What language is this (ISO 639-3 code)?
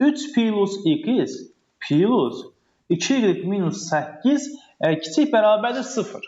aze